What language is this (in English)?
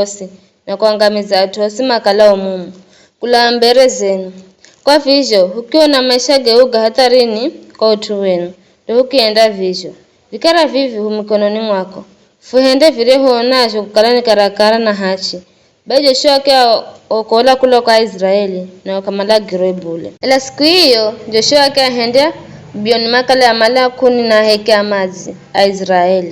Giryama